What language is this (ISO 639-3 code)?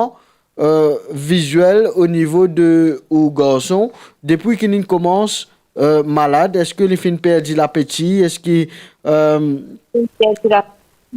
mfe